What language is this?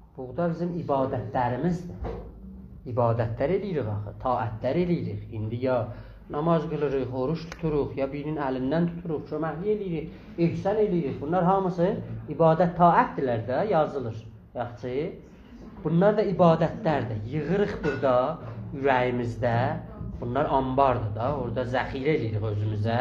South Azerbaijani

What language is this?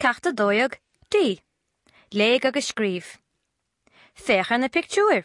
Irish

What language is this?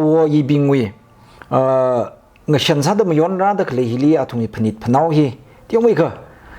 Tangkhul Naga (India)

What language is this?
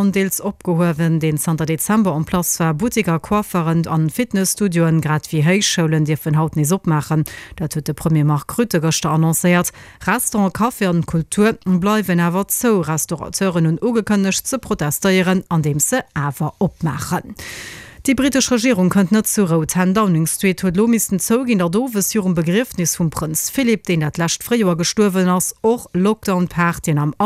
Luxembourgish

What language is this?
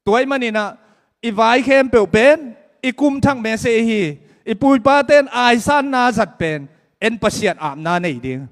Tedim Chin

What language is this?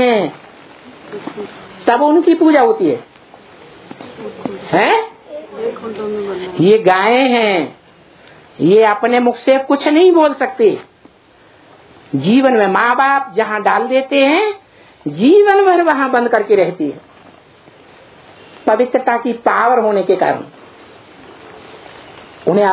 Hindi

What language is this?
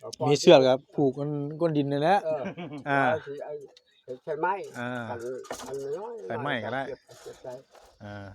Northeastern Thai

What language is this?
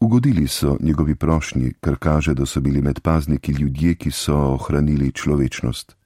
Slovenian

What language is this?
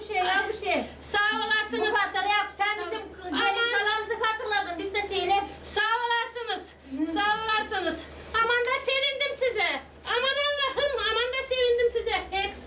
Gagauz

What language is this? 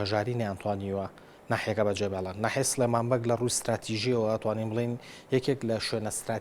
Central Kurdish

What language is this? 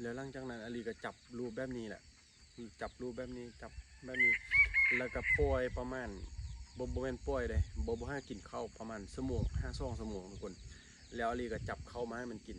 Lao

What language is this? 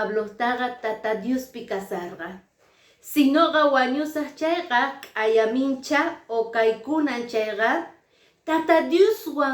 Quechua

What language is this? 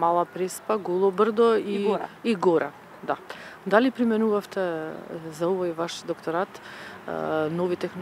Macedonian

